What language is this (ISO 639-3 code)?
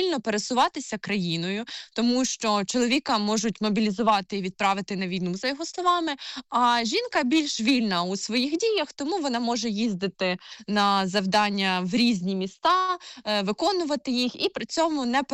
ukr